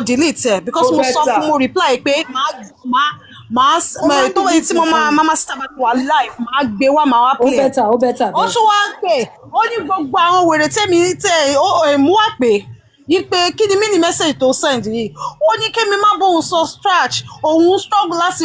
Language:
Yoruba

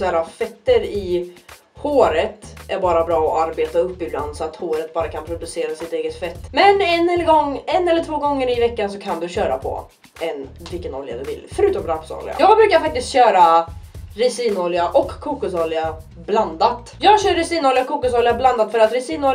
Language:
Swedish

